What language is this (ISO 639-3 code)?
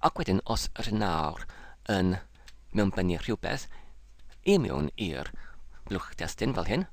cym